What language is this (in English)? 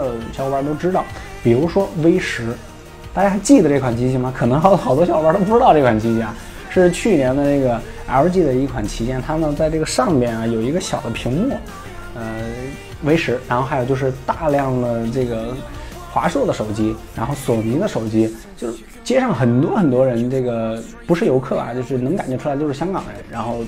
Chinese